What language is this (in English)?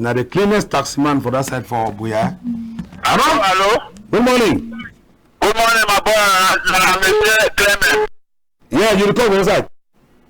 Cameroon Pidgin